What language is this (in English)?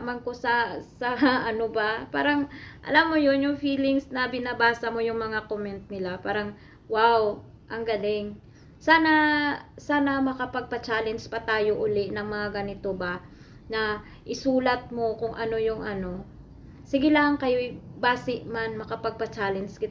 Hiligaynon